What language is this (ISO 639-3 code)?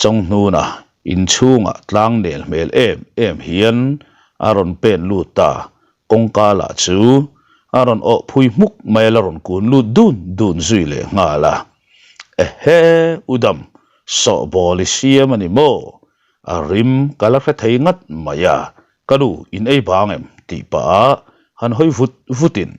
lus